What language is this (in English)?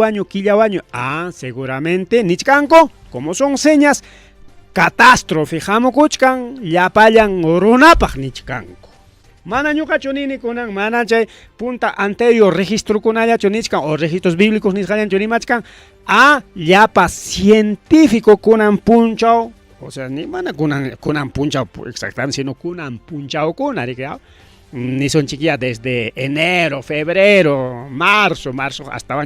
Ayacucho Quechua